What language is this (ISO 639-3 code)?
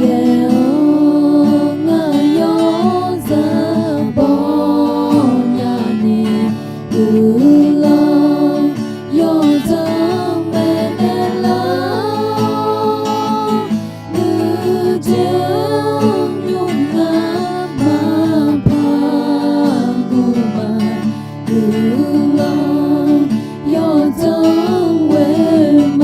ahk